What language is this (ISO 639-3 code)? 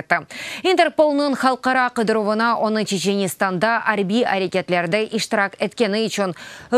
crh